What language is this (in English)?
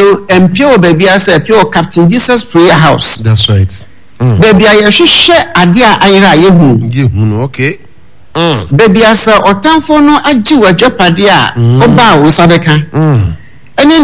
Akan